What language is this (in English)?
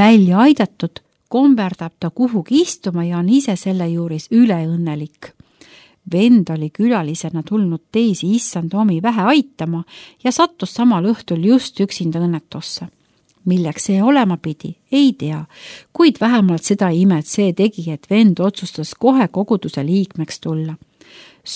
Estonian